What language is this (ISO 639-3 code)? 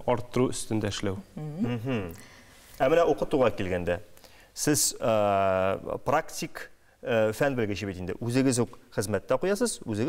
tat